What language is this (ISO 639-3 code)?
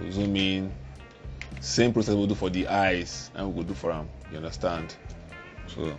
pcm